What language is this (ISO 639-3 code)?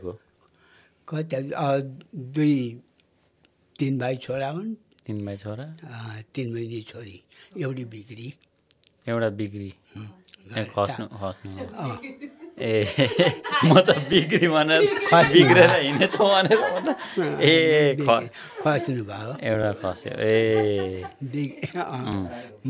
nep